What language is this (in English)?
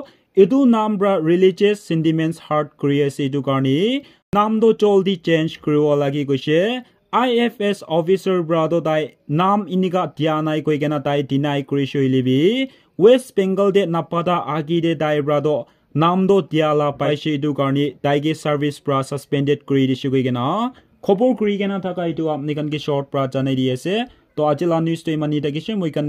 Naga Pidgin